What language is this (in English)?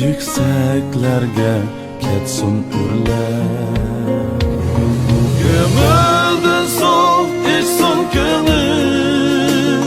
Uyghur